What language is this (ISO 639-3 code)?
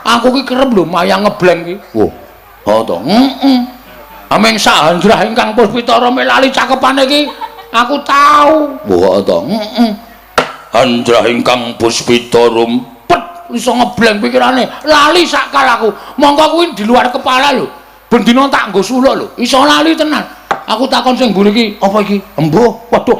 jav